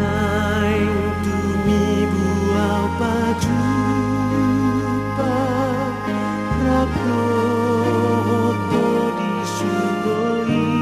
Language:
Batak Toba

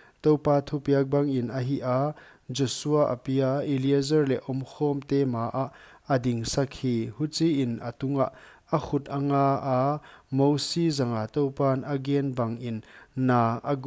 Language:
Paite Chin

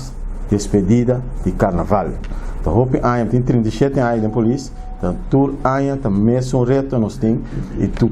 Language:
Papiamento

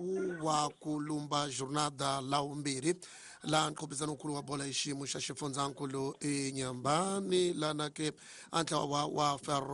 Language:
Tsonga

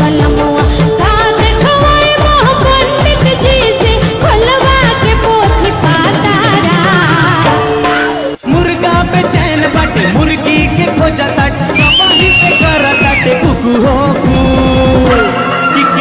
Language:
Bhojpuri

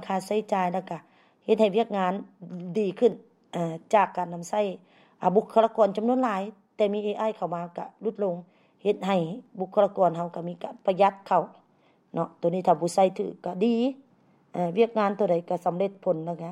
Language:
Lao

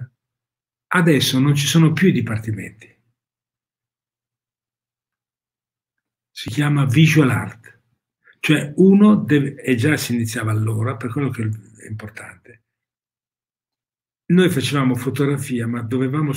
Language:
Italian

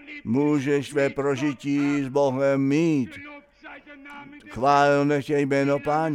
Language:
Czech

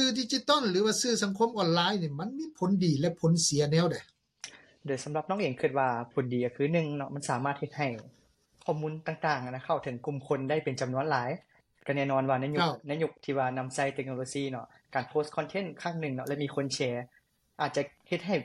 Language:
Lao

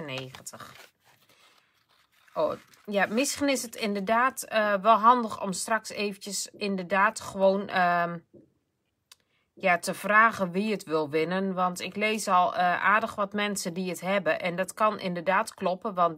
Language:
Dutch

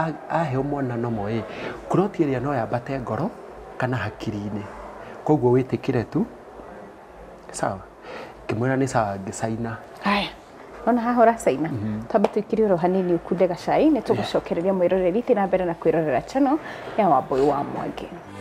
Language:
Kikuyu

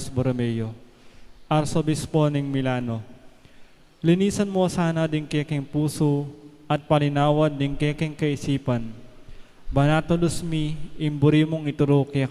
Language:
Pampanga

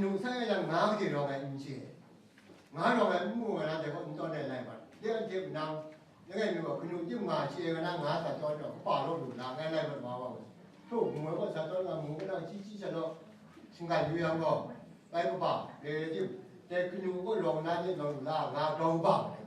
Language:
Kachin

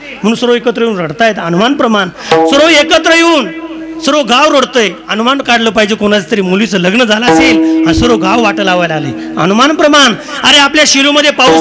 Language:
Marathi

